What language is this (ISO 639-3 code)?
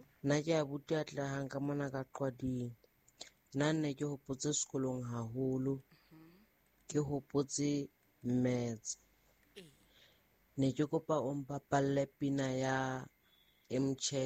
sot